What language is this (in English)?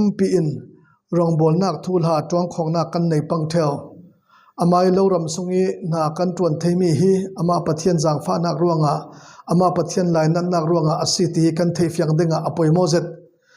Falam Chin